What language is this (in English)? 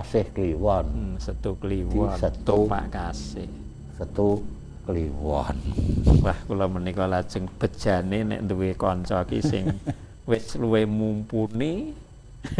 Javanese